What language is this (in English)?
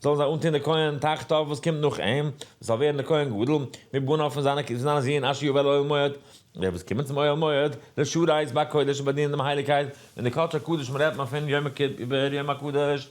Yiddish